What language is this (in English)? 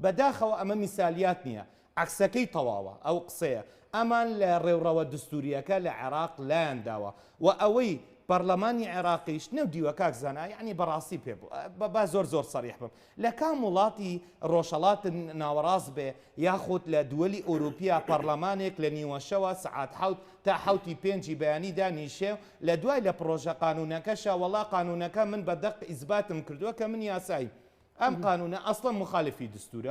Central Kurdish